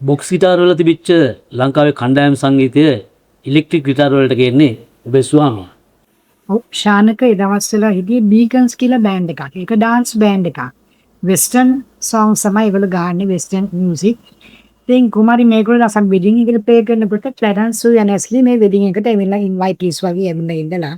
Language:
Sinhala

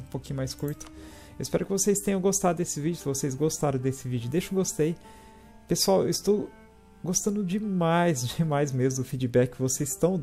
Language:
Portuguese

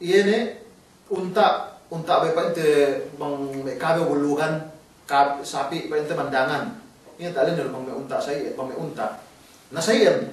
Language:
Yakan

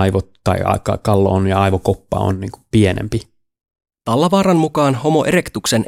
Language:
Finnish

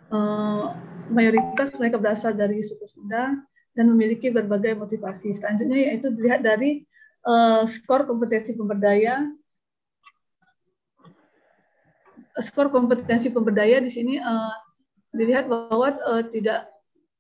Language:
Indonesian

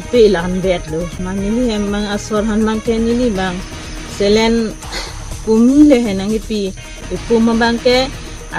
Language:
Karbi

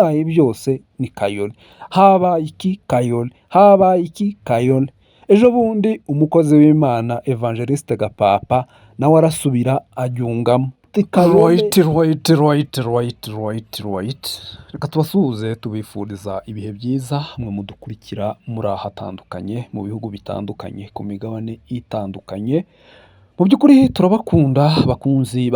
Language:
Rundi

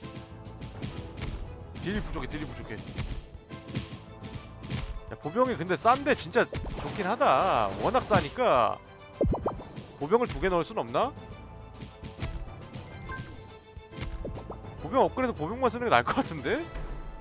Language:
Korean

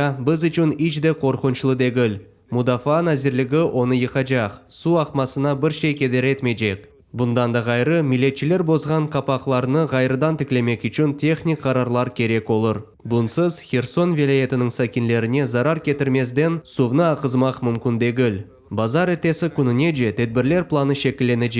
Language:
Crimean Tatar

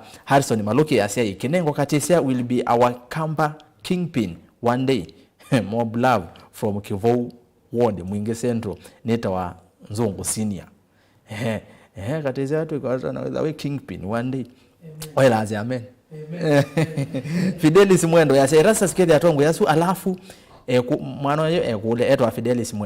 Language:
Kamba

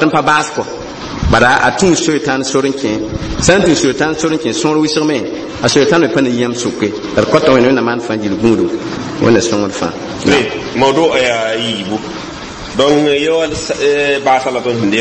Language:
Mossi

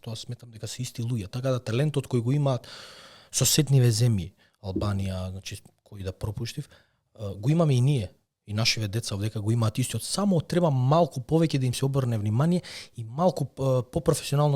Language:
Macedonian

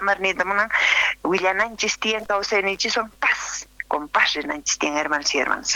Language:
Quechua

